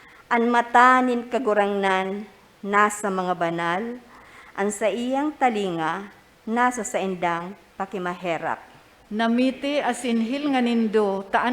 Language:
Bikol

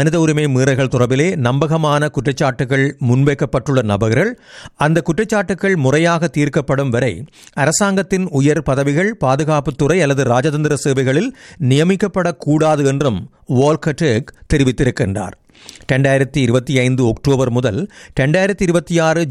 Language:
Tamil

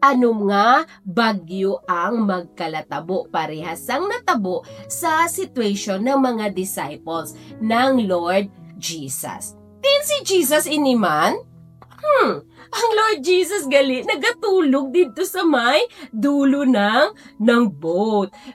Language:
Hiligaynon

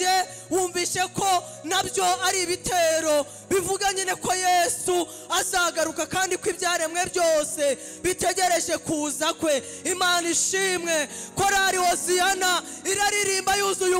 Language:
Kinyarwanda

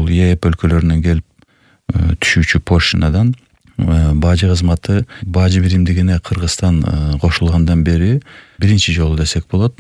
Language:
Kyrgyz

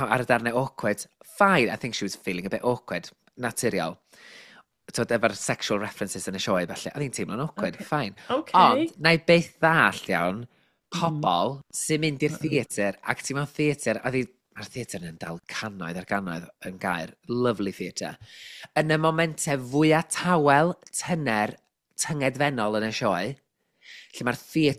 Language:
Welsh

